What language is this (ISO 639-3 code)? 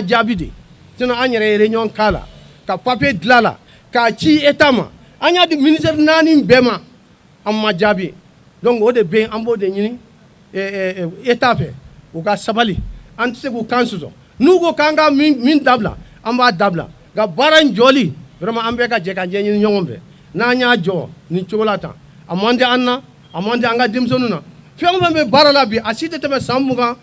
bam